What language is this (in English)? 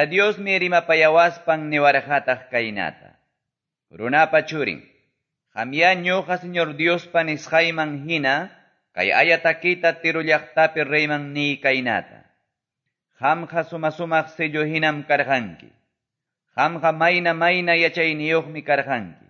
Quechua